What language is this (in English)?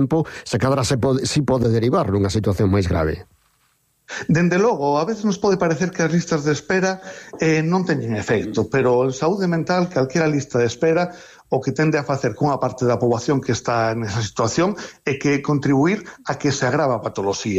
Galician